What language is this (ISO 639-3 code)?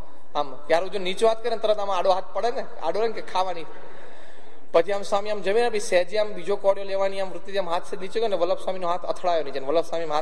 guj